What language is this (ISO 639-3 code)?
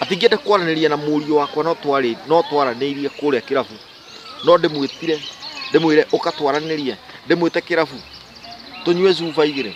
kik